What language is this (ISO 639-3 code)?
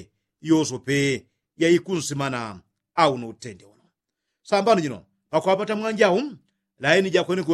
yao